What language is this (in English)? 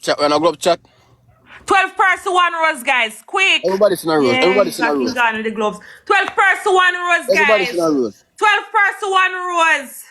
Jamaican Creole English